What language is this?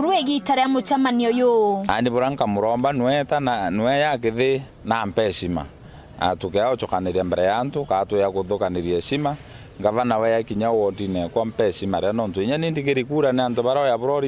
Meru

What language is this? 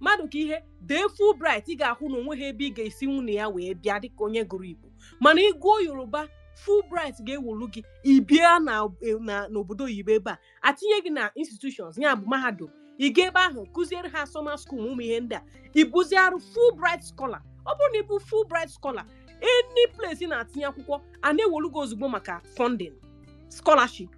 Igbo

